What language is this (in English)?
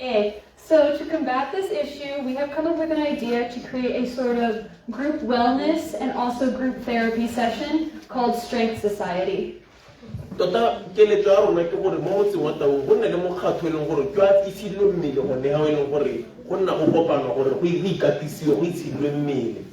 Tswana